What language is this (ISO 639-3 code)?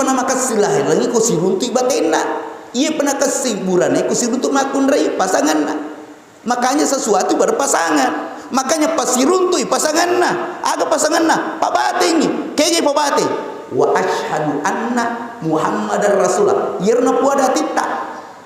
bug